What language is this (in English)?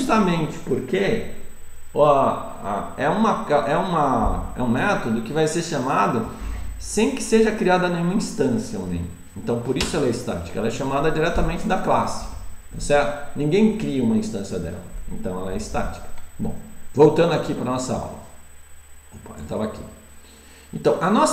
Portuguese